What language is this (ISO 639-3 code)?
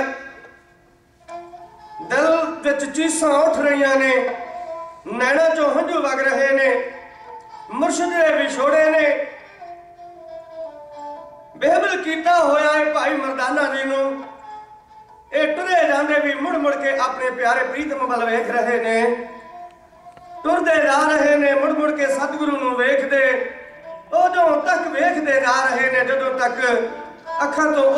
pan